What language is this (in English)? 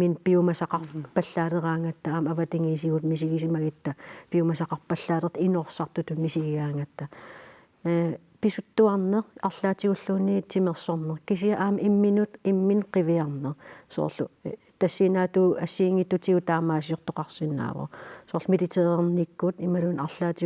Kalaallisut